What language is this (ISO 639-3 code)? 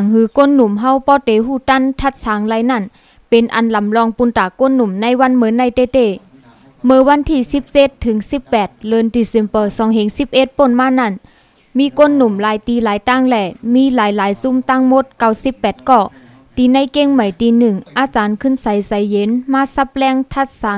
shn